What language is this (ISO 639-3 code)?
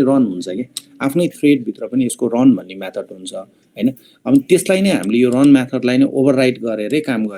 nep